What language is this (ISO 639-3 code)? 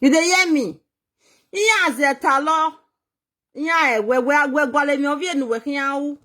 pcm